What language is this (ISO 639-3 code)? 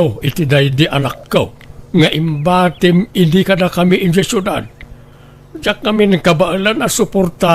ilo